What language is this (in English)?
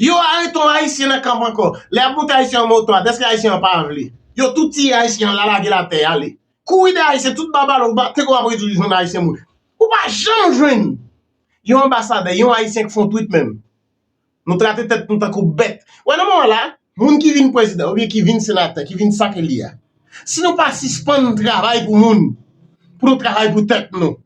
Haitian Creole